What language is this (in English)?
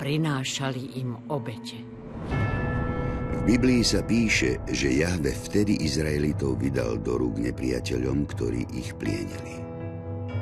Slovak